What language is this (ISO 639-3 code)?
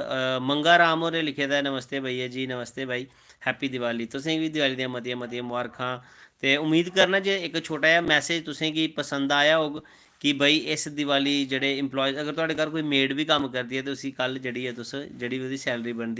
doi